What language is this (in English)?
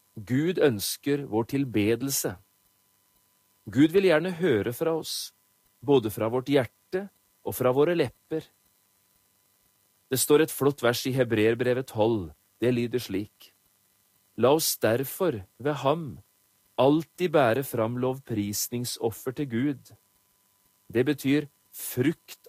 Norwegian